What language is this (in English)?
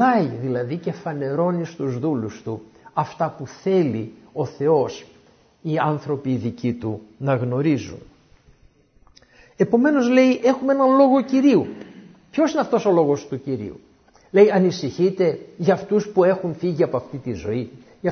Greek